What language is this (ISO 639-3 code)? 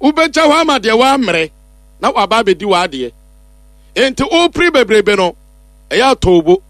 aka